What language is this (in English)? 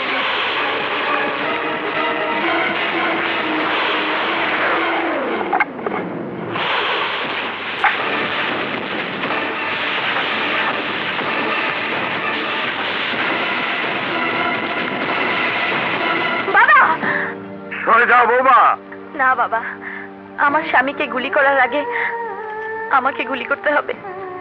Bangla